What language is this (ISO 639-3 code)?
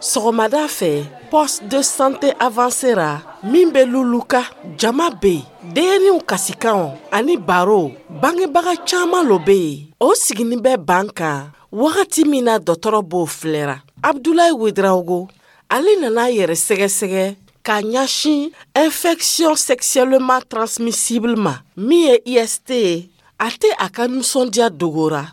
dyu